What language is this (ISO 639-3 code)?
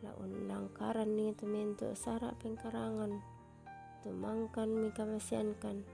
sda